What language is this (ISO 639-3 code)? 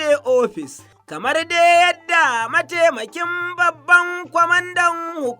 hau